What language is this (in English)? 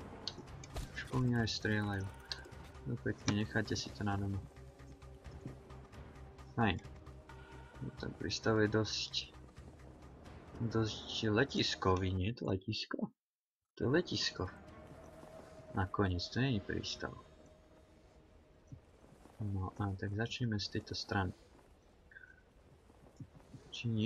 Slovak